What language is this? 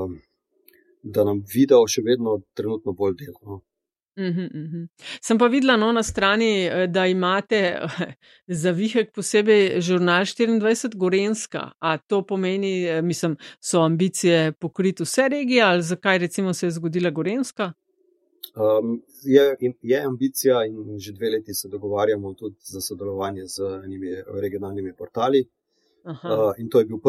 Slovenian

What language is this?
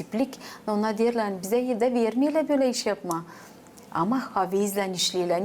Gagauz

